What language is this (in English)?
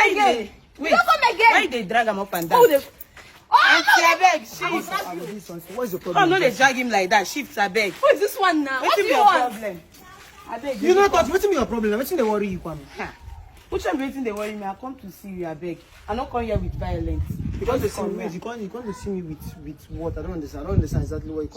Nigerian Pidgin